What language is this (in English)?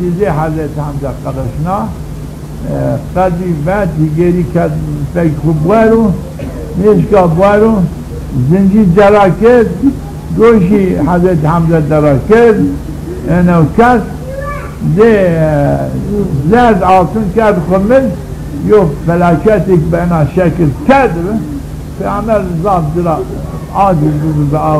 Zaza